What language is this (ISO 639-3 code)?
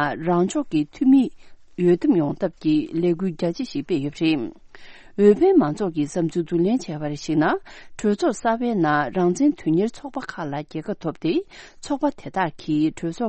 bod